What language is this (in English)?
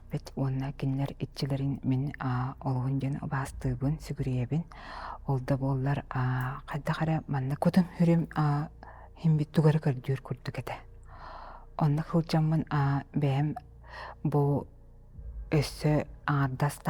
Yakut